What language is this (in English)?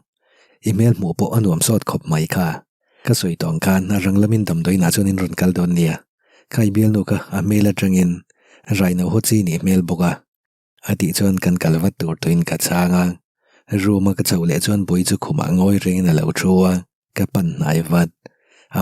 Mizo